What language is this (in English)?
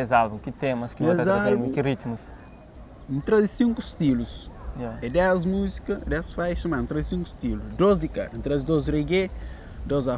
Kabuverdianu